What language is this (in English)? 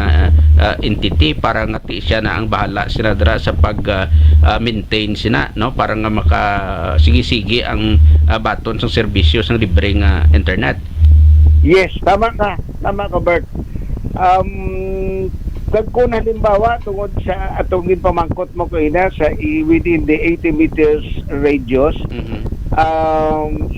Hiligaynon